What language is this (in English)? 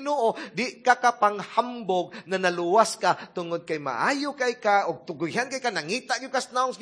Cebuano